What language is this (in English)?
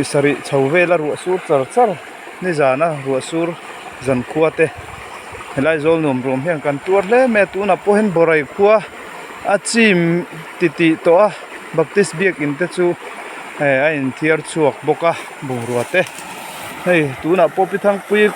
Mizo